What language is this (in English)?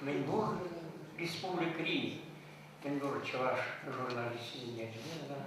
Chuvash